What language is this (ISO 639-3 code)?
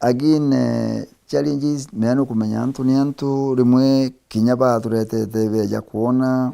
mer